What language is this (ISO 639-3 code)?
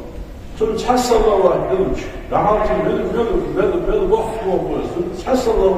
inh